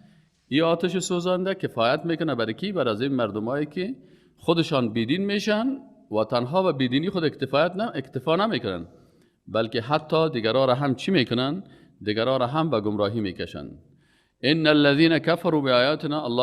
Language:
Persian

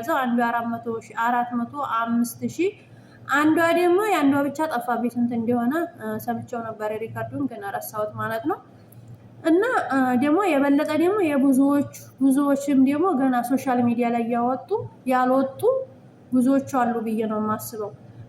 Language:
Amharic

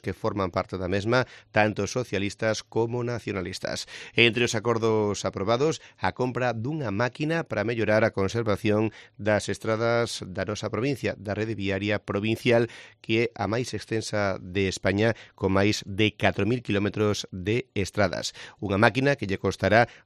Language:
Galician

